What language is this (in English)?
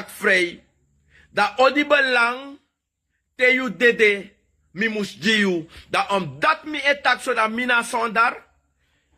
Sranan Tongo